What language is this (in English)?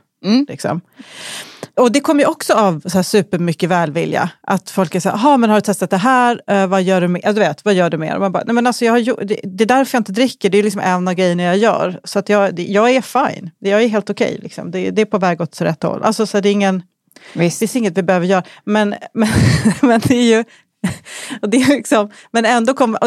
Swedish